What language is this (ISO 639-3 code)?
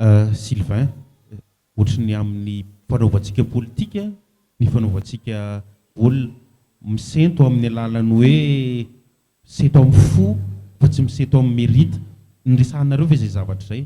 mlg